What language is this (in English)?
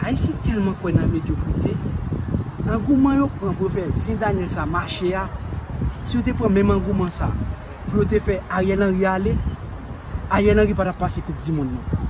Haitian Creole